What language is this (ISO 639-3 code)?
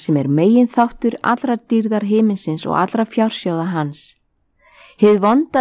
isl